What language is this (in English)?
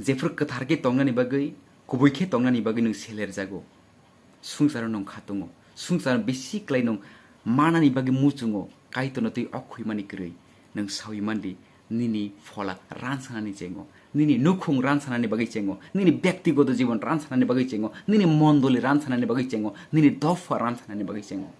Kok Borok